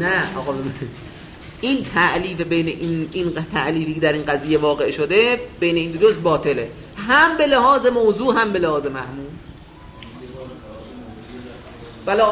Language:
Persian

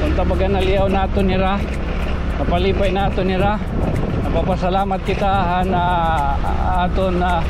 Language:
Waray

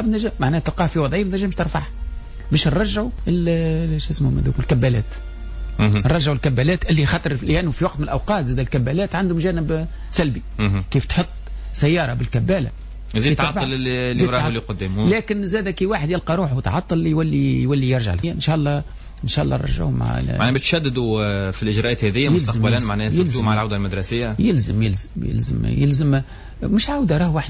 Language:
Tunisian Arabic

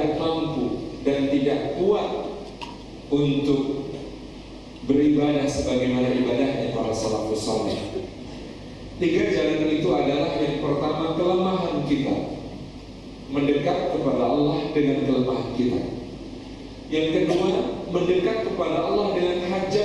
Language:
Indonesian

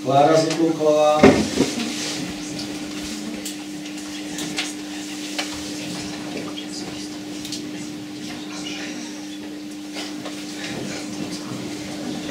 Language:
Czech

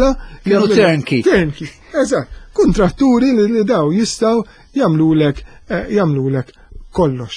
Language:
Maltese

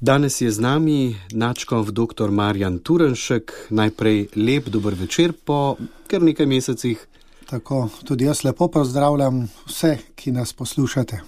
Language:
Slovenian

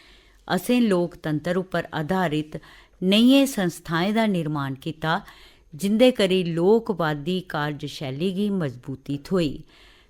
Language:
Dogri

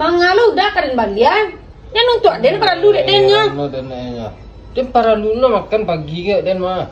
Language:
Minangkabau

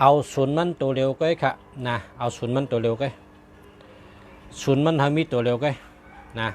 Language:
Shan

